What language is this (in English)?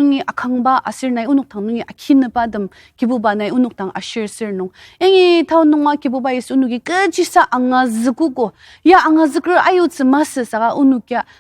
Ao Naga